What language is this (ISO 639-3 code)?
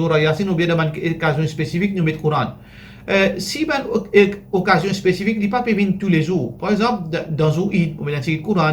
mfe